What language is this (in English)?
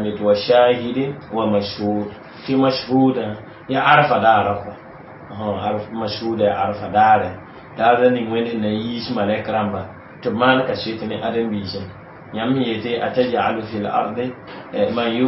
Mossi